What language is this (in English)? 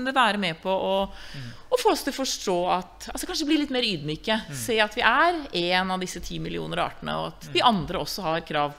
Norwegian